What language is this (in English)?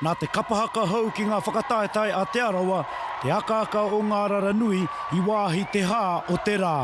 Māori